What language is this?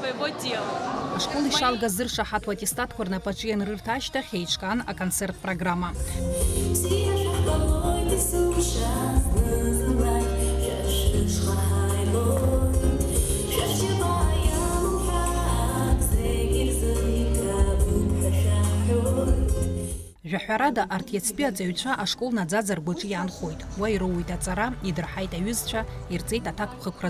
Abkhazian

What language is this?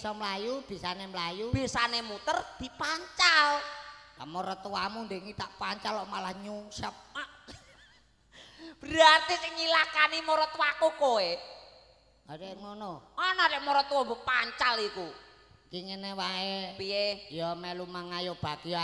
Javanese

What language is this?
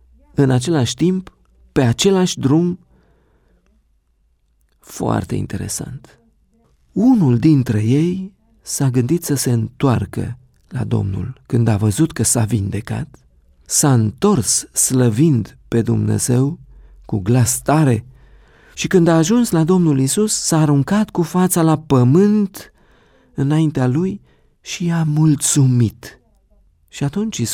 Romanian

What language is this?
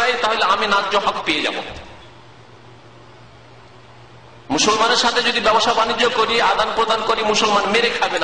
Bangla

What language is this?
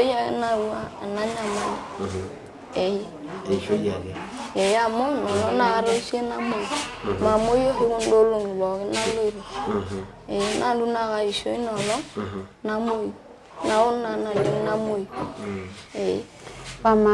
Masai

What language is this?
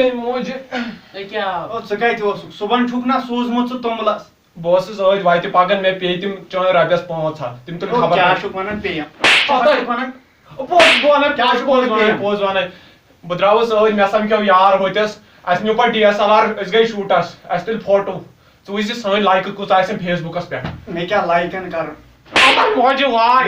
Kashmiri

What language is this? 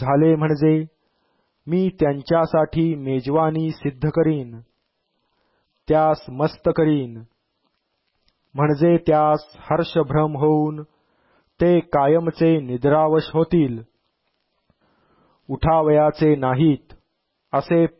Marathi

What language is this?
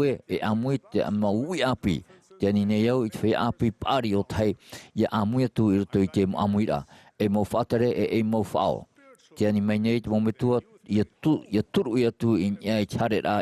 Tahitian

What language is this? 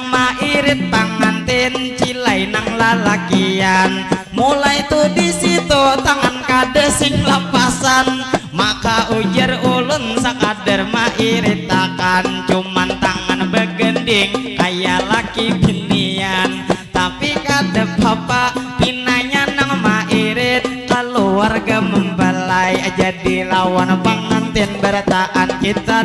Banjar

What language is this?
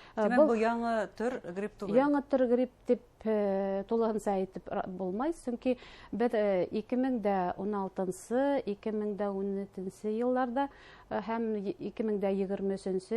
Bashkir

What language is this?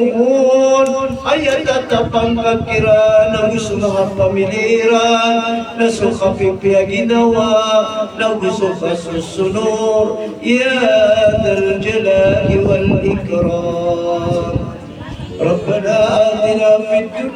Maranao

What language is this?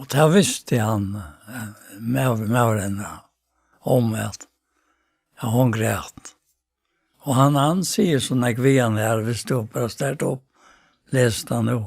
Faroese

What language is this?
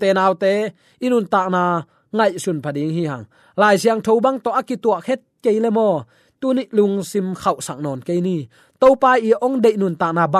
Tedim Chin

